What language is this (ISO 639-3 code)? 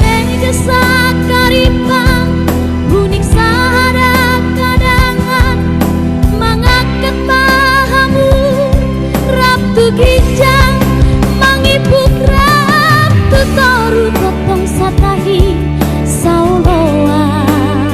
bbc